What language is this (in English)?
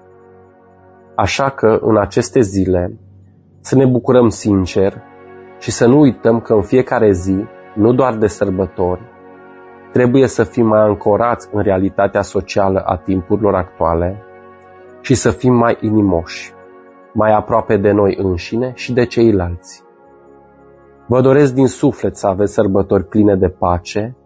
Romanian